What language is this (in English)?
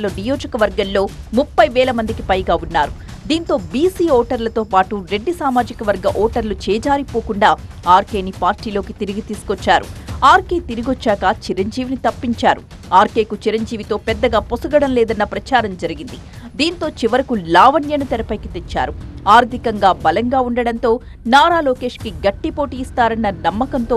Telugu